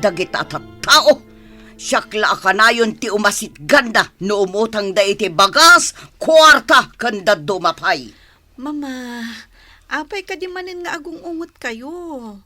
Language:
Iloko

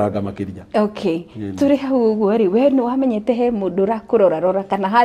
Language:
Kikuyu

